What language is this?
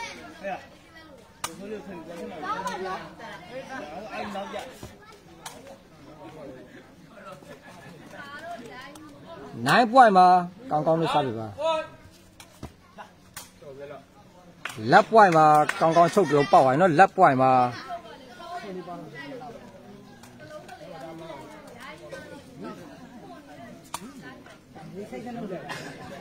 Burmese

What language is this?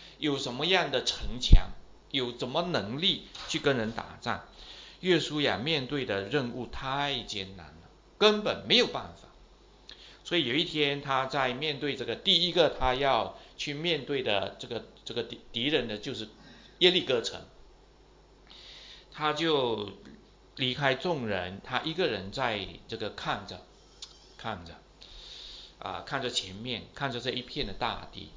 Chinese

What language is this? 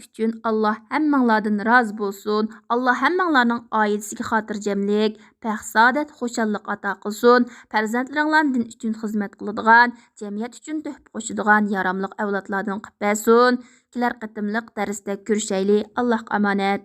Uyghur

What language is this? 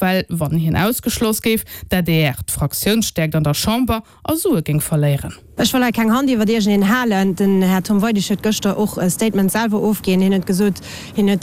Luxembourgish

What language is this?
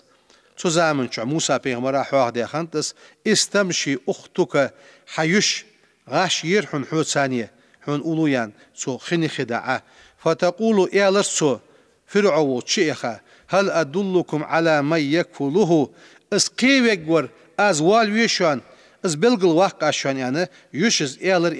Ingush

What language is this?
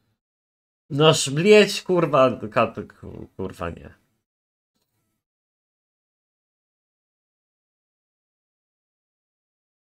Polish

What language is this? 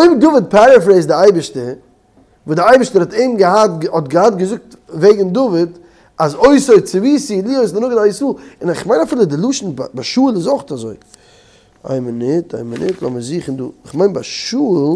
Yiddish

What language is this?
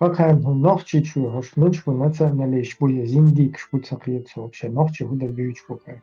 Chechen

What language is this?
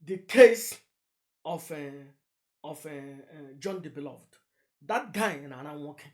Igbo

